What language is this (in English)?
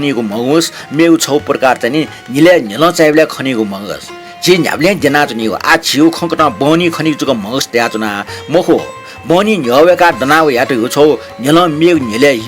Newari